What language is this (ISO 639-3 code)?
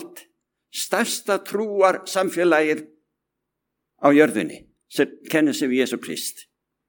isl